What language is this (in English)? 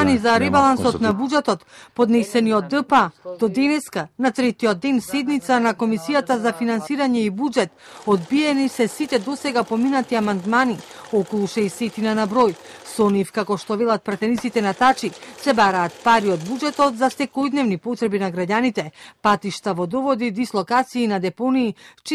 Macedonian